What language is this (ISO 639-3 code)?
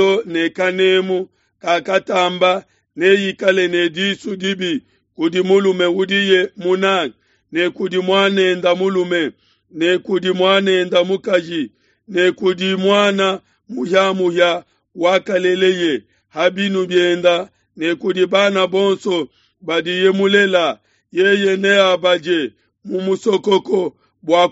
lua